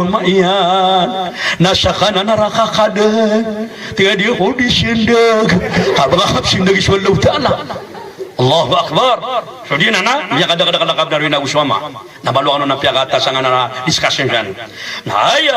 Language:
Maranao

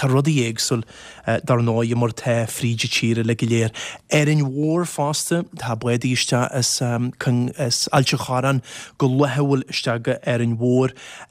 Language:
Irish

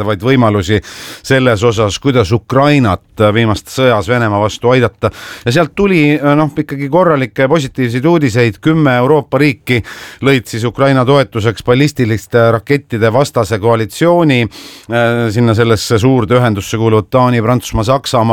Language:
Estonian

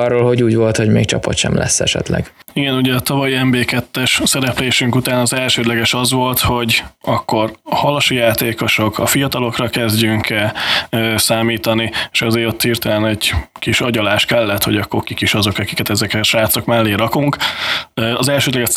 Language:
Hungarian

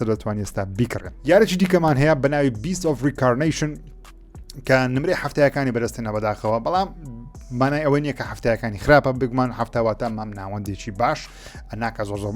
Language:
Central Kurdish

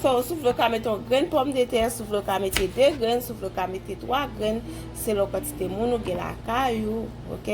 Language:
Haitian Creole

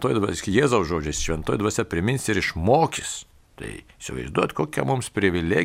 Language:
Lithuanian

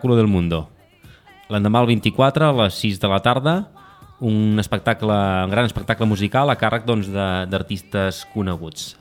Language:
Catalan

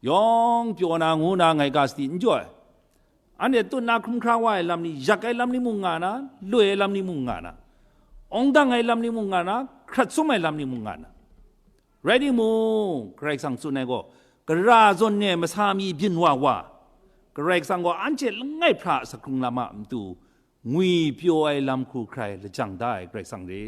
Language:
Kachin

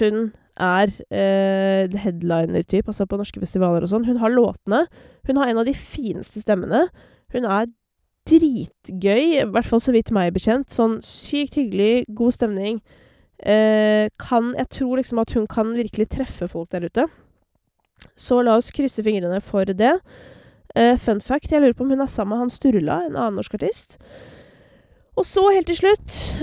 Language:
Norwegian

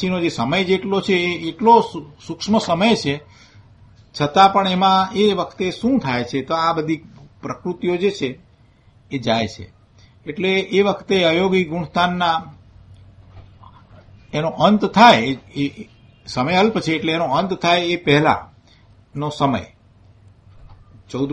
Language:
Gujarati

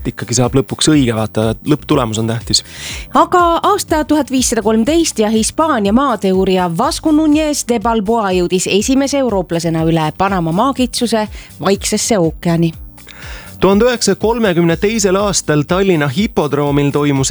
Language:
Estonian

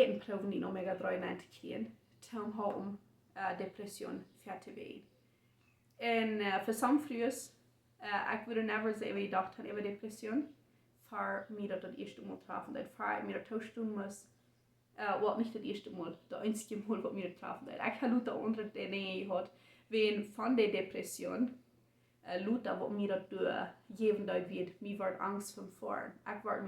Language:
Plautdietsch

